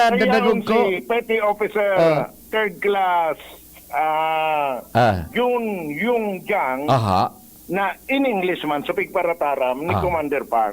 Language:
Bikol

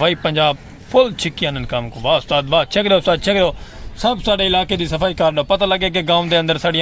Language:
Saraiki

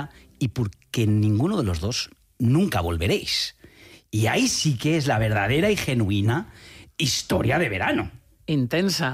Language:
Spanish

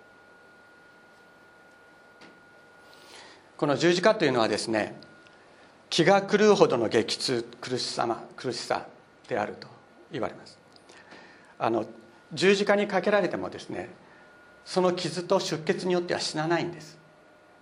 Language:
Japanese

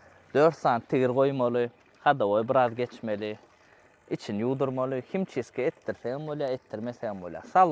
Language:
Turkmen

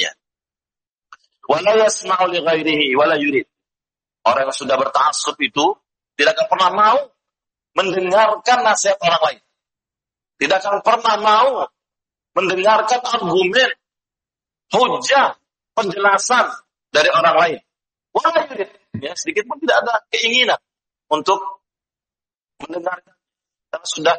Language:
Indonesian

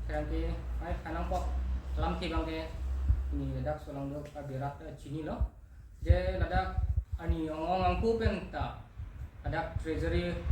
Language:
Karbi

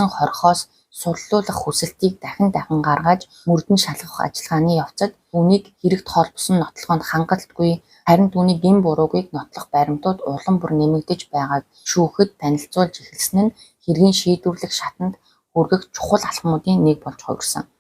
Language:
Mongolian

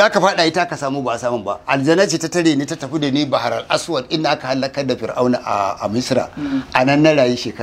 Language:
Hausa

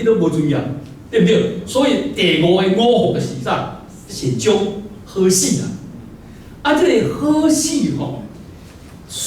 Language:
Min Nan Chinese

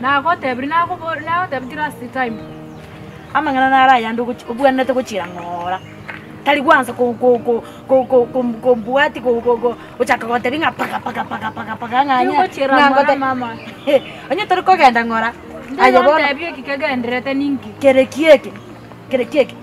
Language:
Gusii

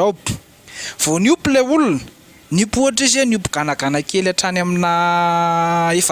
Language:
Malagasy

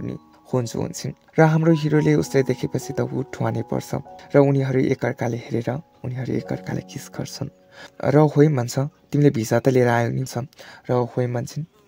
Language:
Nepali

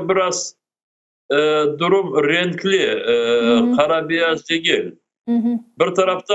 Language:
Crimean Tatar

